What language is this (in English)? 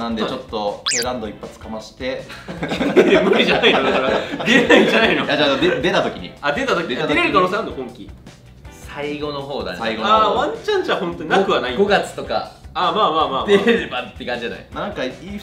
Japanese